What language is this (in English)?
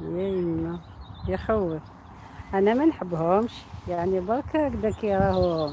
Algerian Arabic